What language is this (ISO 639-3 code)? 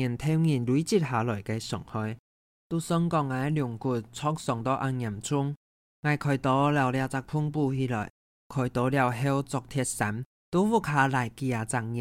hak